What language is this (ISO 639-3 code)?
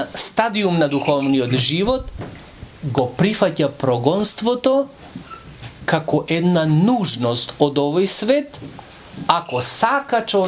mkd